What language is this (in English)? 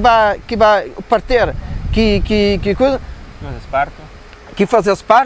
Kabuverdianu